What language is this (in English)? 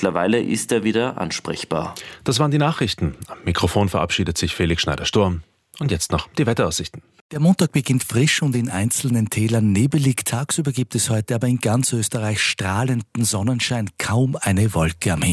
German